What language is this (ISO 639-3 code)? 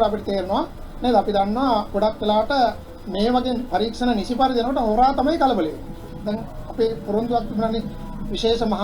sin